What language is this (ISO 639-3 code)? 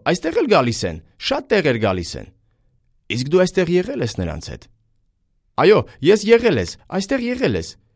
hye